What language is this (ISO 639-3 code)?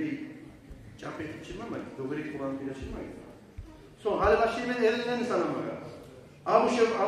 kum